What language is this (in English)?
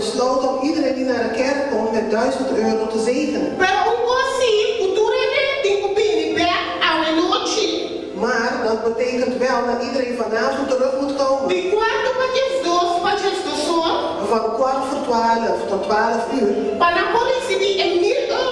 Papiamento